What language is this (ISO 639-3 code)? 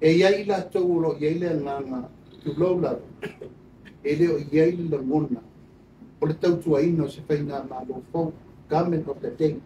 smo